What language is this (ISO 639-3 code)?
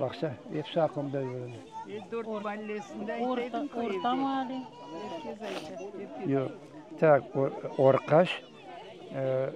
crh